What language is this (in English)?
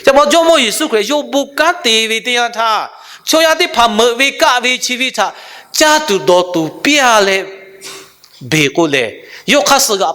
Lahu